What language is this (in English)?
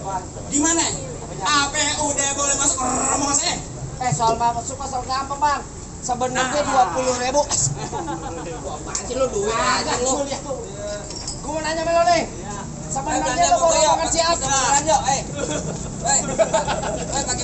Betawi